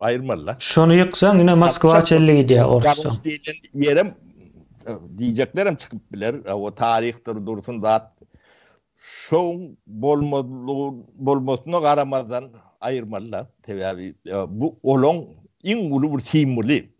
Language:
Turkmen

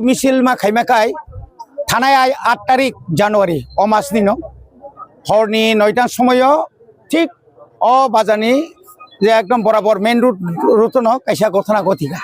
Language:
Kok Borok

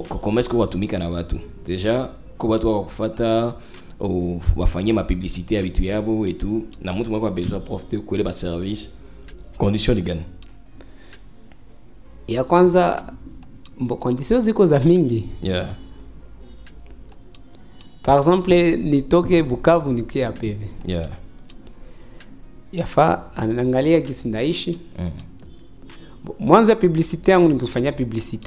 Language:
Swahili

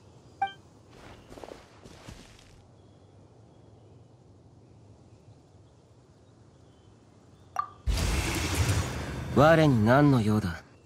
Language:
Japanese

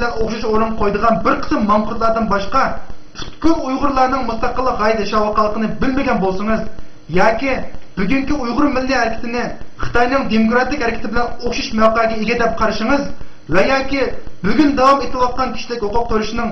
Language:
Uyghur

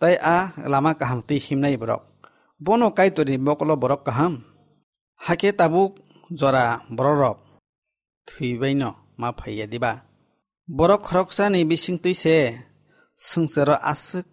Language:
Kok Borok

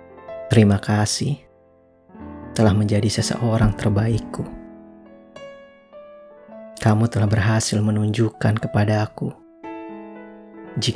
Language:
Indonesian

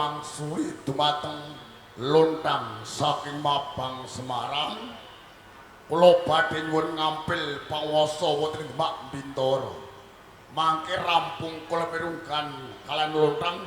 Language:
Javanese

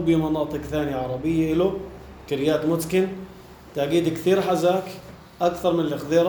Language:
North Levantine Arabic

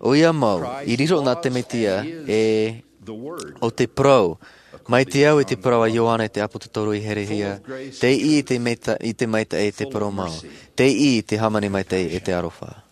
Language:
Tahitian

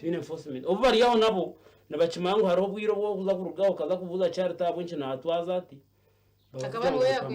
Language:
Nyankole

